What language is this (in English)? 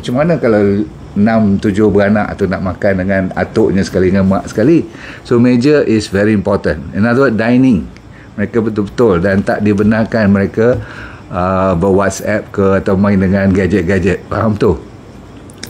Malay